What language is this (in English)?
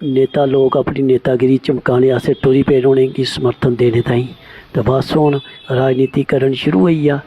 Dogri